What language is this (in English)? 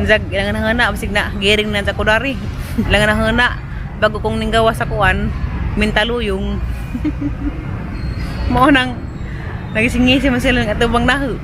Cebuano